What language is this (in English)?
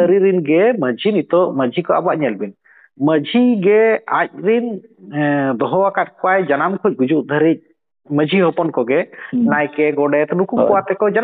Santali